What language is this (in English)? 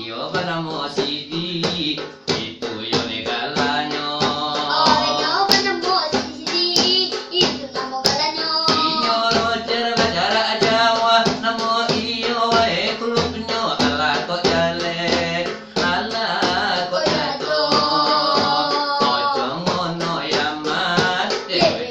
Minangkabau